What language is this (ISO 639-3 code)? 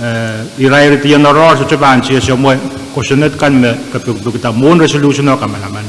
pon